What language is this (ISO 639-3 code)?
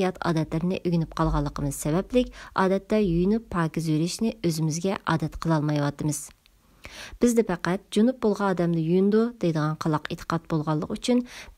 uig